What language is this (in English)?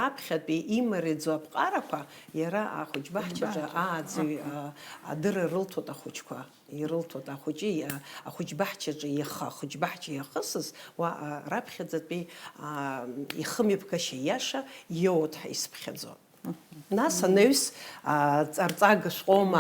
Abkhazian